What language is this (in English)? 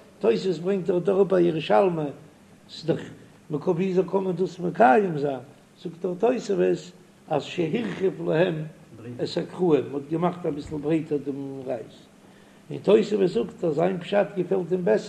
Yiddish